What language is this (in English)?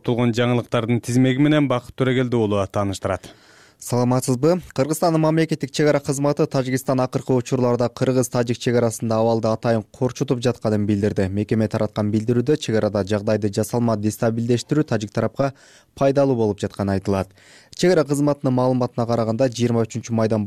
Kyrgyz